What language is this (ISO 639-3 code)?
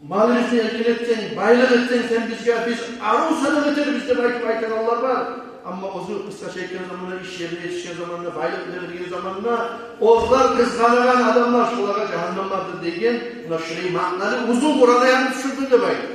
kum